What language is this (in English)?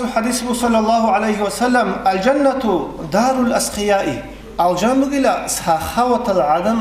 Avaric